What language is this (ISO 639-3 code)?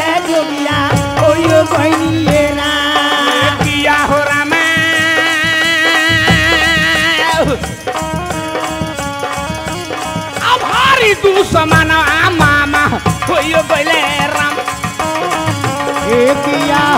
bho